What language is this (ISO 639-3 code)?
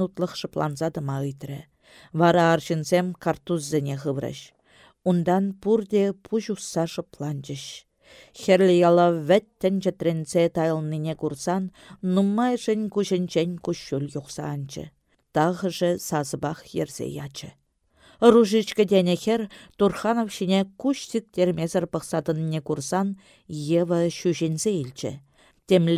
chv